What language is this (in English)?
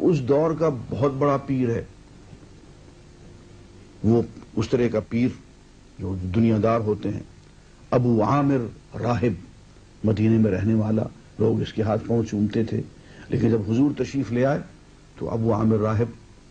Urdu